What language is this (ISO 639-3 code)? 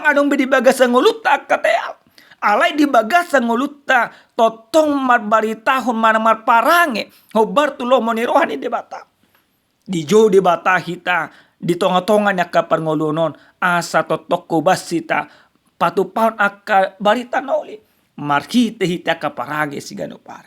bbc